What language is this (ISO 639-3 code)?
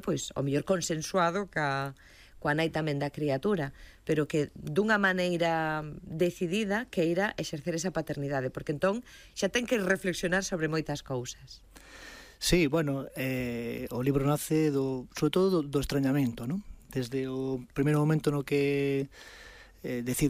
glg